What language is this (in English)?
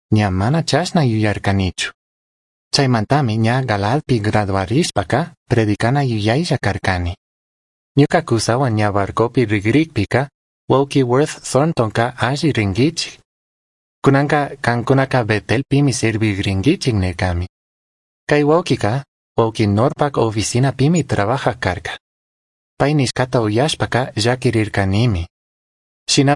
Chimborazo Highland Quichua